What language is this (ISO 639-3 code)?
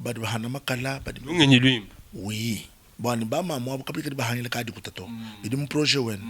lua